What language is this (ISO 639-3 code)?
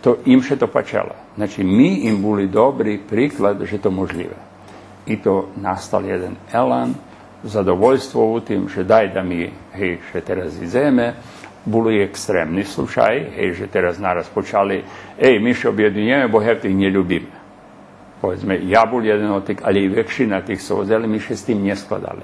rue